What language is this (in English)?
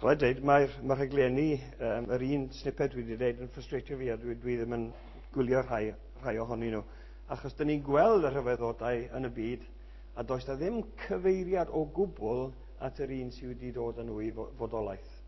Welsh